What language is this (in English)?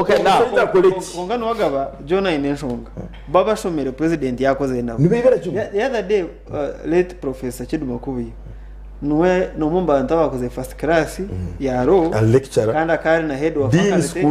Nyankole